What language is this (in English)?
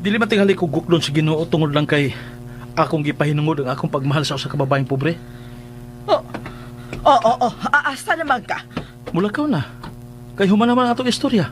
Cebuano